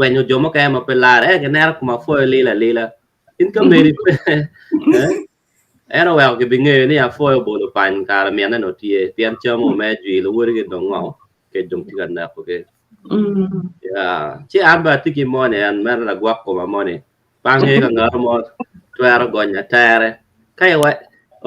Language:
Acoli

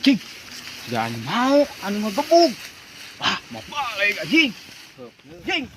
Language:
Sundanese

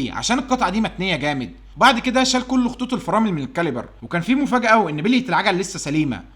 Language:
Egyptian Arabic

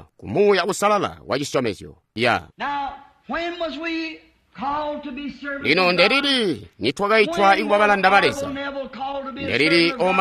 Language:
Tonga (Zambia)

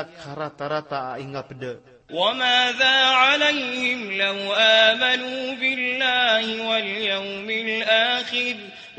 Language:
Maranao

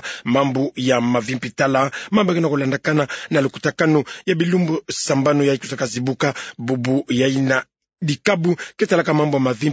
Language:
Kituba (Democratic Republic of Congo)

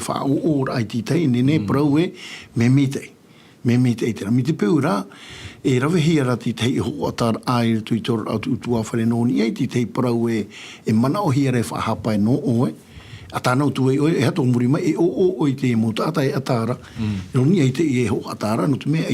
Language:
Tahitian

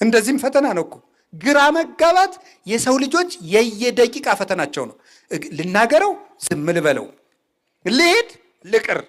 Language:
Amharic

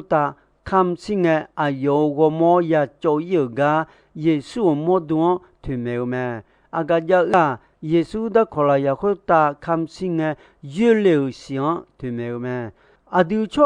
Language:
Akha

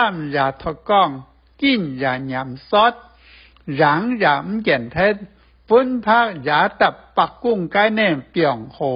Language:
Hakka Chinese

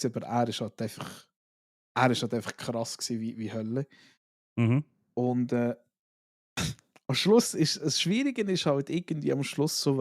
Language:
Swiss German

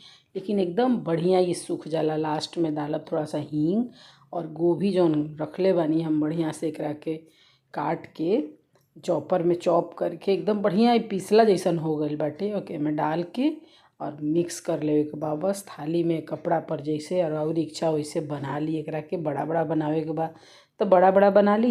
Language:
Bhojpuri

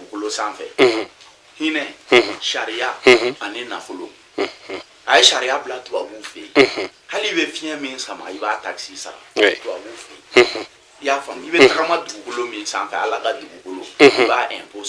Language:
Bambara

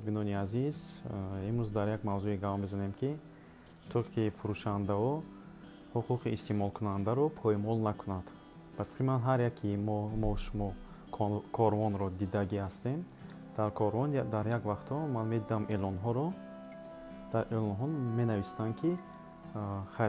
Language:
Tajik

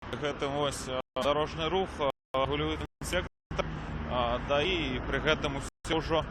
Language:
Belarusian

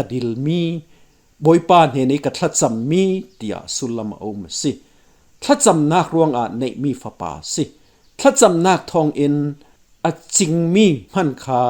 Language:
Falam Chin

